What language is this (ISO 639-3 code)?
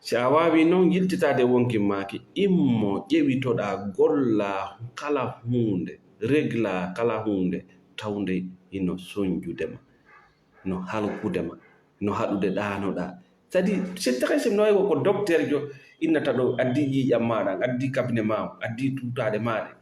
ful